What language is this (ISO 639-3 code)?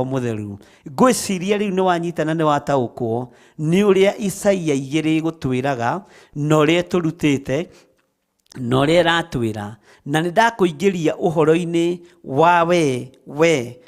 kik